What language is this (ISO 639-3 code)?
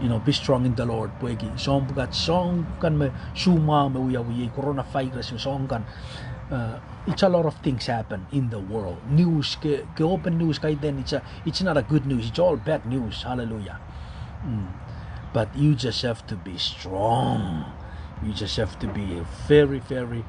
pon